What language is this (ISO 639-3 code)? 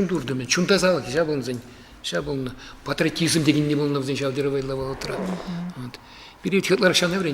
chv